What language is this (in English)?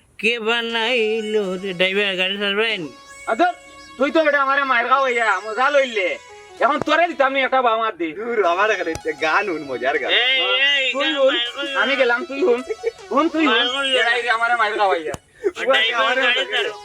Sylheti